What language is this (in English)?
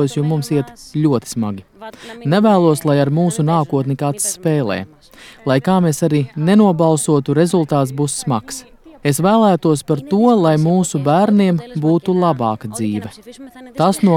Latvian